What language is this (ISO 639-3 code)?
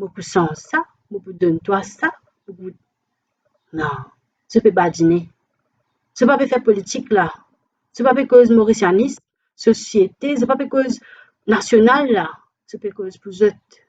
mfe